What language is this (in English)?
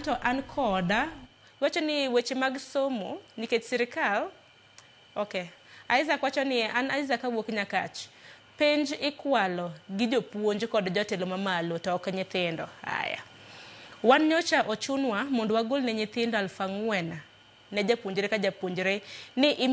Luo (Kenya and Tanzania)